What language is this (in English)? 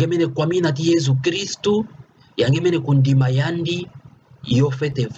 Kituba (Democratic Republic of Congo)